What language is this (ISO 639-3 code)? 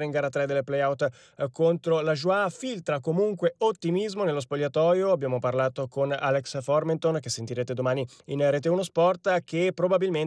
ita